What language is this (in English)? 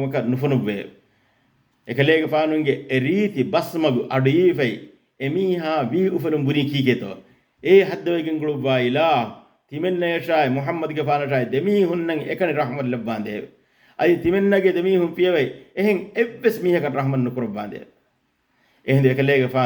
Divehi